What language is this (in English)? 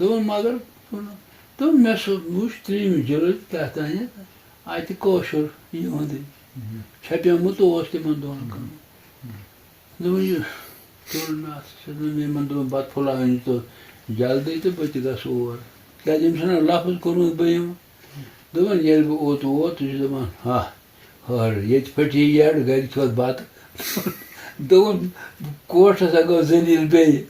Kashmiri